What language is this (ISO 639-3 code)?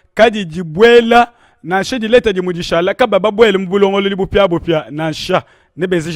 lua